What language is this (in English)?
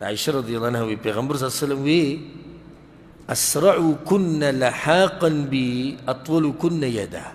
Pashto